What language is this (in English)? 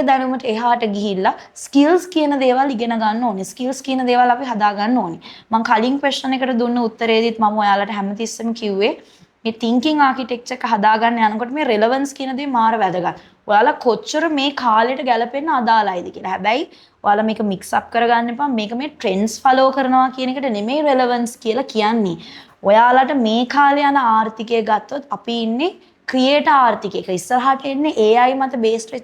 Sinhala